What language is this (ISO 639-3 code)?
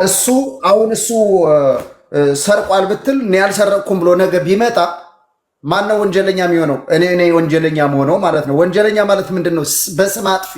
amh